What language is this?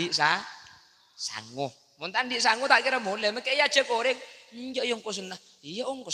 Madurese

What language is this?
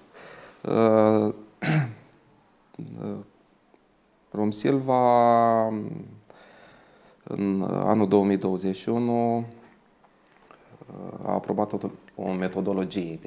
Romanian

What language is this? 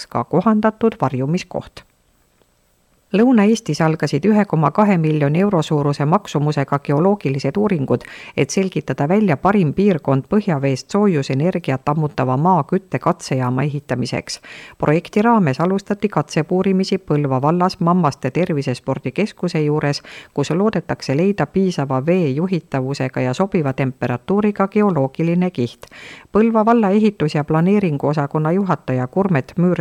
Estonian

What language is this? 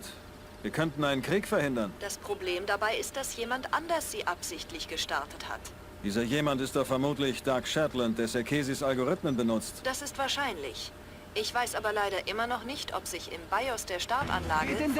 Bavarian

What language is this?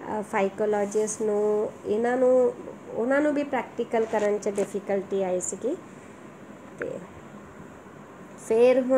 Punjabi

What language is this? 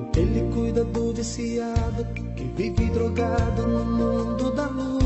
Portuguese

